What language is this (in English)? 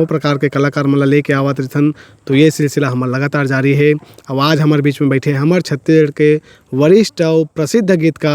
Chhattisgarhi